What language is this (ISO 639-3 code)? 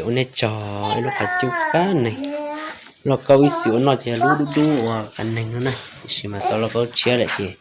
hmn